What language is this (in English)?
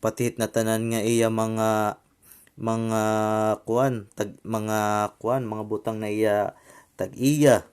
Waray